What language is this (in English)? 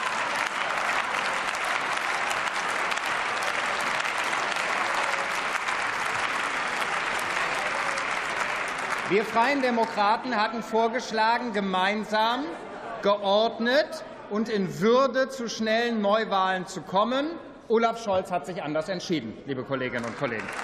German